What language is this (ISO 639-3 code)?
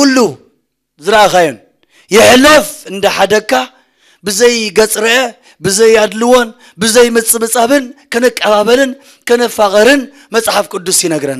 tir